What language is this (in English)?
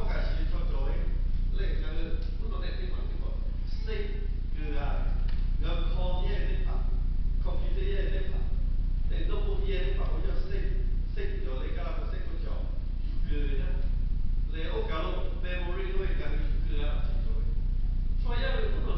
Lahu